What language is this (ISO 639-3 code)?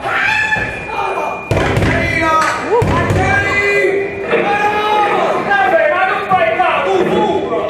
nap